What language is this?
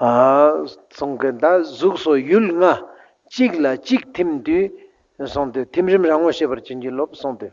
Ladakhi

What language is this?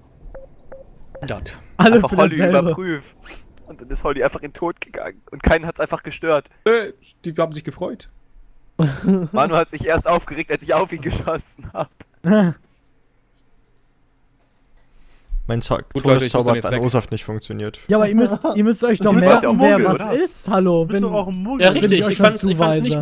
German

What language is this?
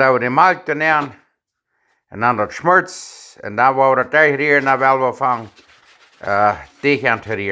Plautdietsch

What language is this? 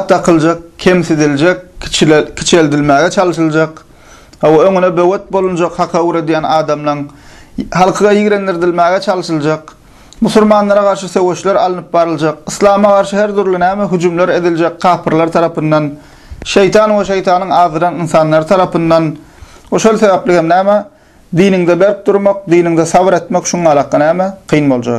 Turkmen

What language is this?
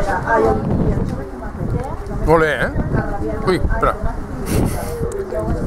Catalan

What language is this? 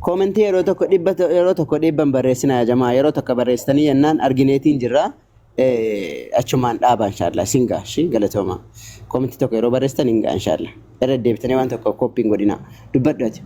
Oromo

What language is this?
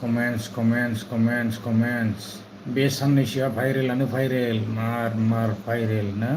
Bodo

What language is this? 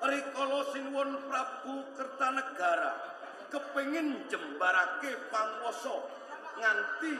Javanese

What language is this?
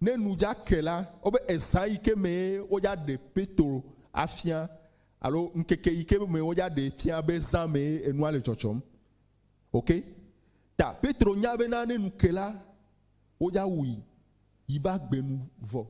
Ewe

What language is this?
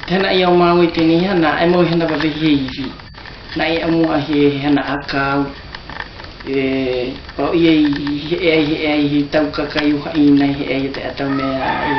South Marquesan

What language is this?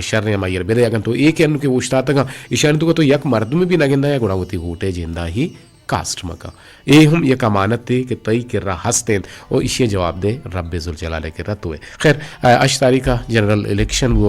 Eastern Balochi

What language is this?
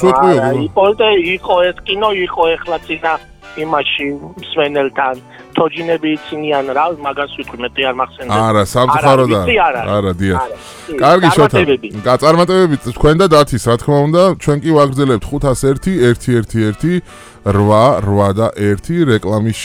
Georgian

